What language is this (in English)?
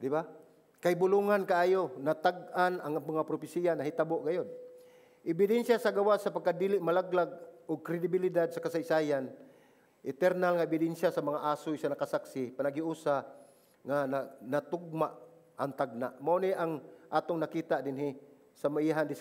Cebuano